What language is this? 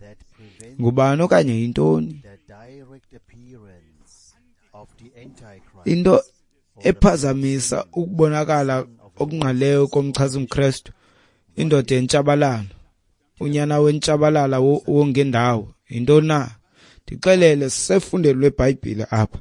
Xhosa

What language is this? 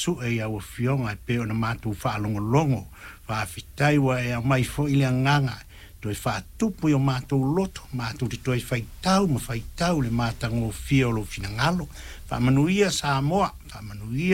Samoan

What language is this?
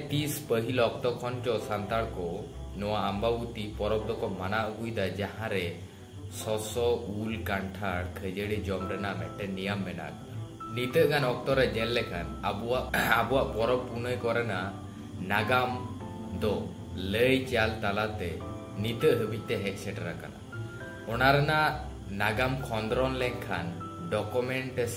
Santali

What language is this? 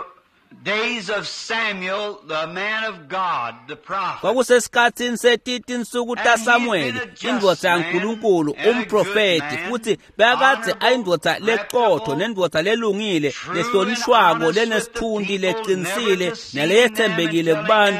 Swati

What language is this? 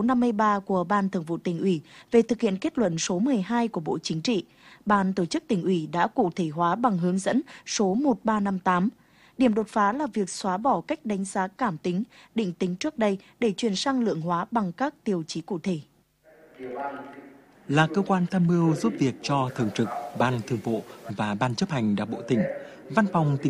Vietnamese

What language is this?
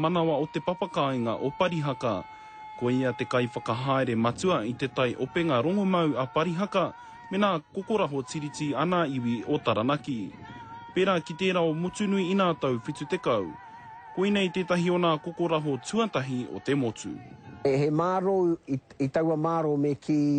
Māori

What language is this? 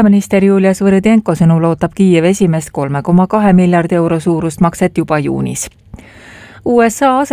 Estonian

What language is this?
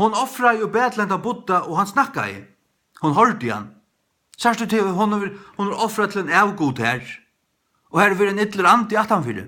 Faroese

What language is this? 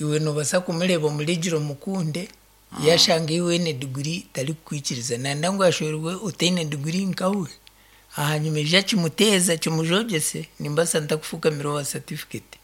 Nyankole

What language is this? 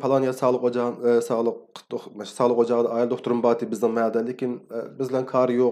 Uyghur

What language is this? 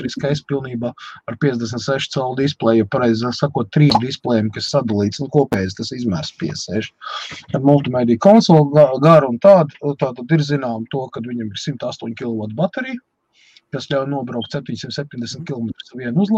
Latvian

